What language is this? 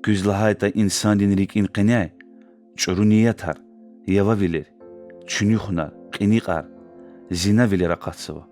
Lezghian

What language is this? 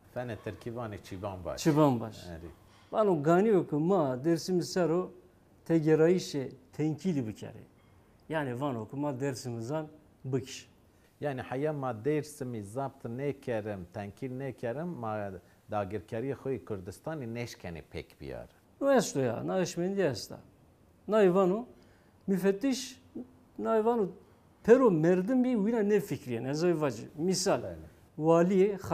Zaza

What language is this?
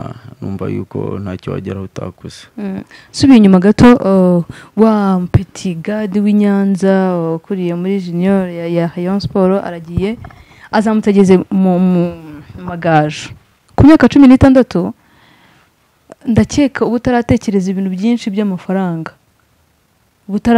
Kinyarwanda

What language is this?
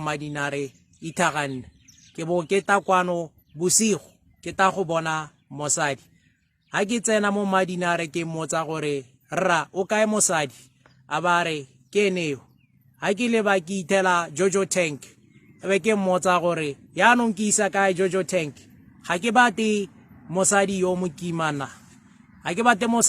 Tswana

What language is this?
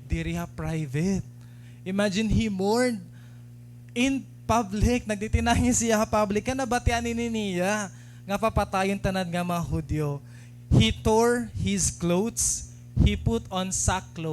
Waray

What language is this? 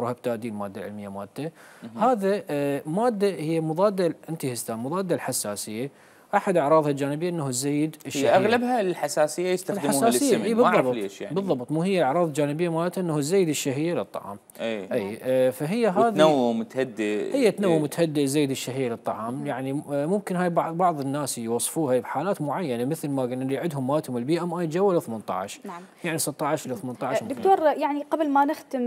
Mesopotamian Arabic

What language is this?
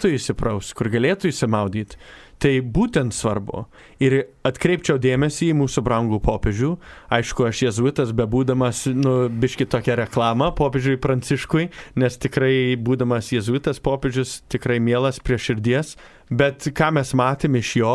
Lithuanian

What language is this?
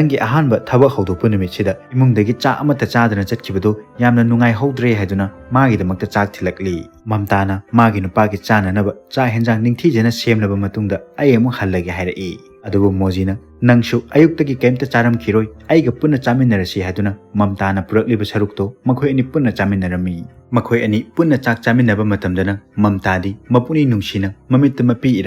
Manipuri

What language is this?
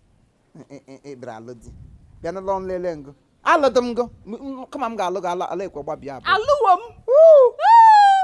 Igbo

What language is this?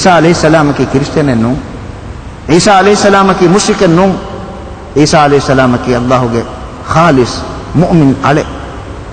Divehi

